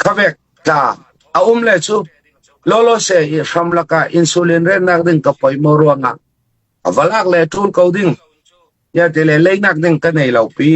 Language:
Hakha Chin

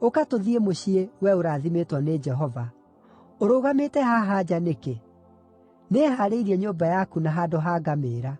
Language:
Kikuyu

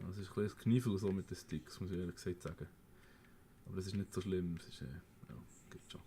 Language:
Swiss German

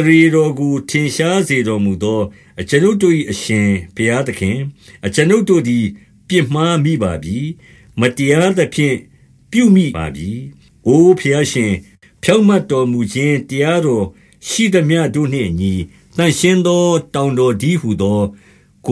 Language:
Burmese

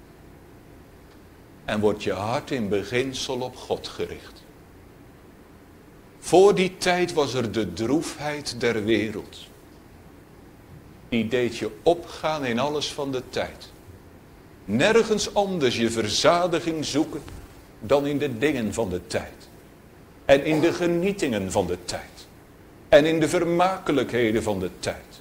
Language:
Dutch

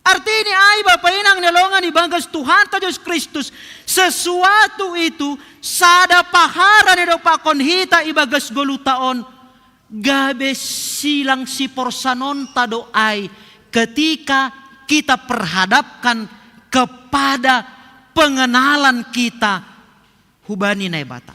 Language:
Batak Simalungun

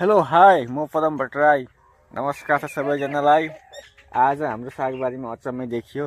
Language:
Nepali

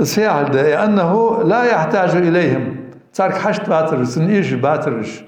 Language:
Ingush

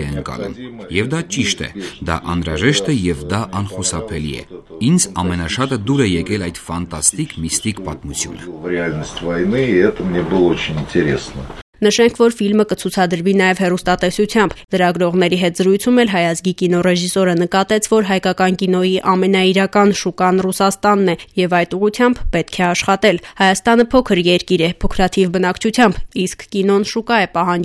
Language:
Armenian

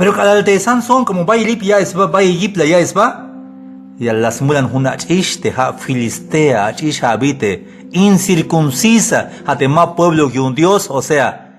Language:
Tzeltal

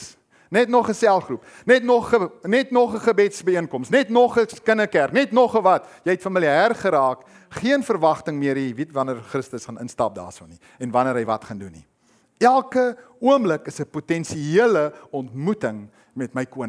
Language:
Afrikaans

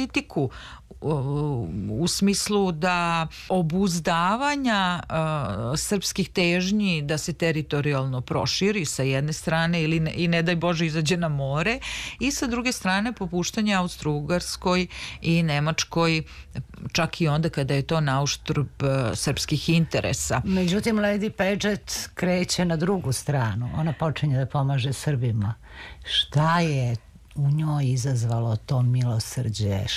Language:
Serbian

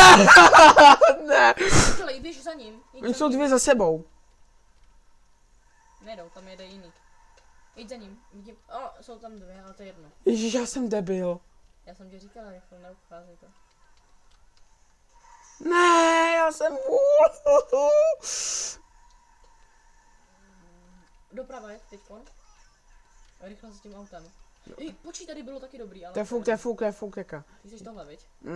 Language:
Czech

